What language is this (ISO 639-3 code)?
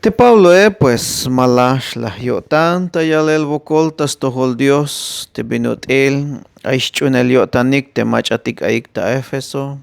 tzh